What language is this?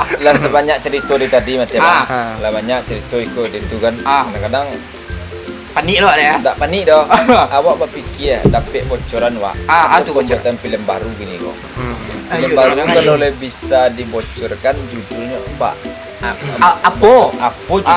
Minangkabau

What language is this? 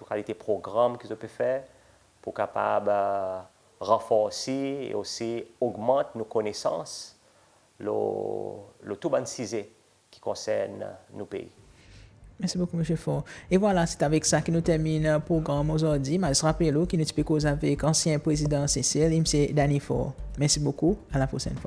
Seselwa Creole French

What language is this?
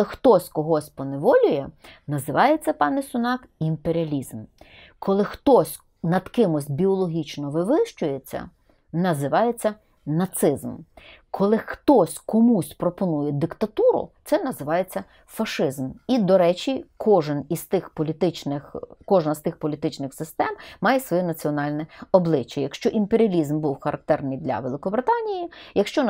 Ukrainian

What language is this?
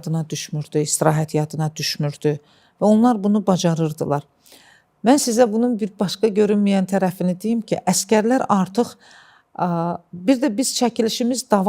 Azerbaijani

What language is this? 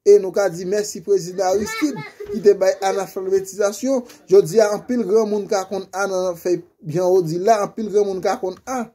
Haitian Creole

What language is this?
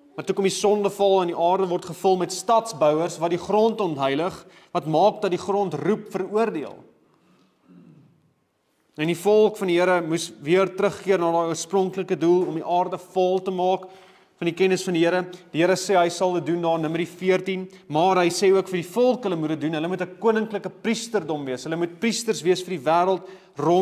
Afrikaans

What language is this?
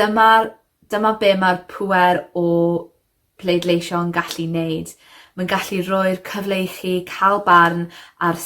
Welsh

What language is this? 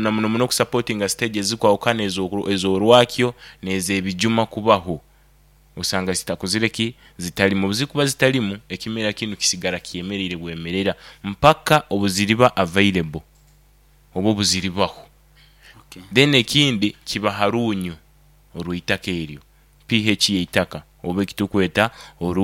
Nyoro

